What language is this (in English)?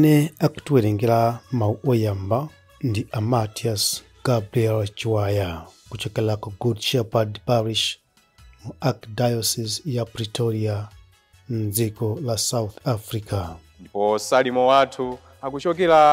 Nyanja